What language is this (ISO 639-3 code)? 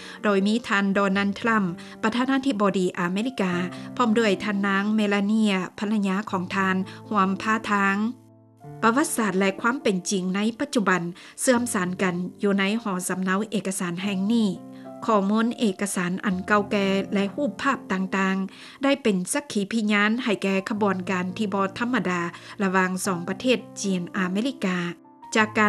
lao